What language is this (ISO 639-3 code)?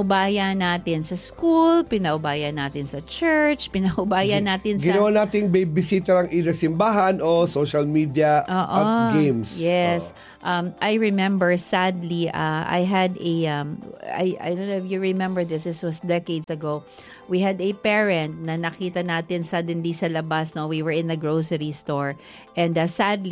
fil